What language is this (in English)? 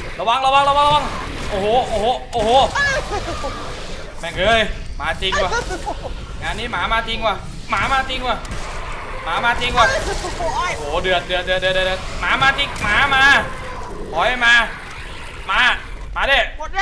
Thai